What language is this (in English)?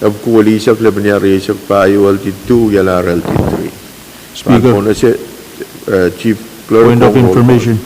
Pohnpeian